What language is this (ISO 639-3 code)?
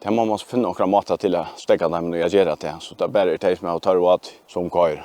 fao